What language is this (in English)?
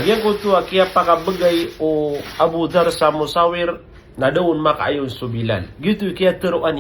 Maranao